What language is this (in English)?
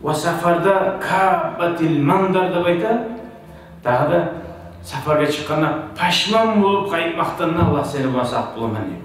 Kumyk